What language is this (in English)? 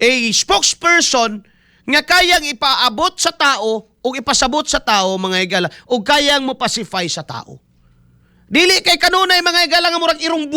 Cebuano